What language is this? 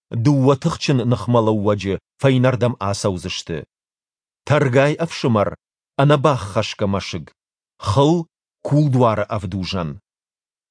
Ossetic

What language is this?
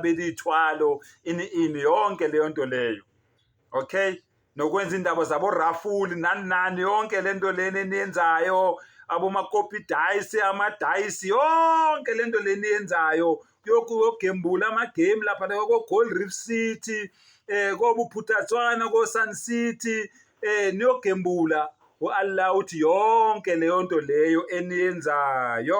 Zulu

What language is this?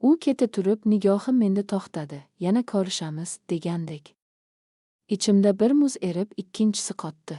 Uzbek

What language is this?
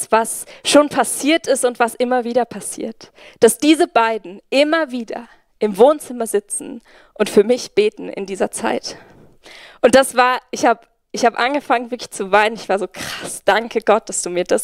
Swiss German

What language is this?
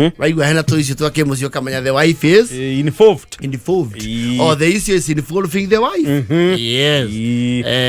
Kikuyu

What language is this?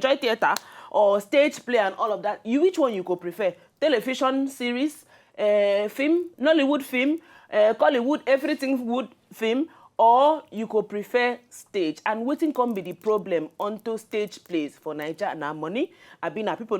Nigerian Pidgin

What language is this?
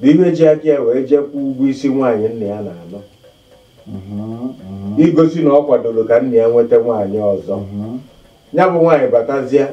Igbo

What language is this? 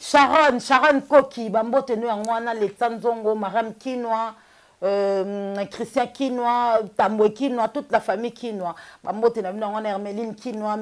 Lingala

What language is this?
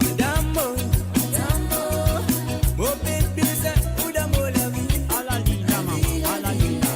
Morisyen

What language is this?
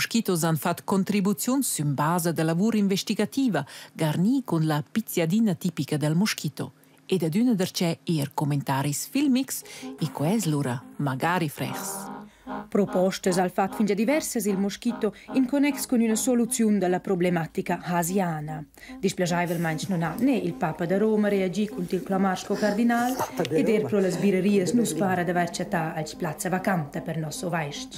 Romansh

